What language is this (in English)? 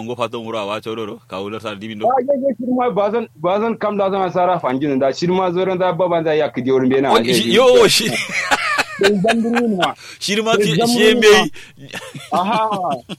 Kanuri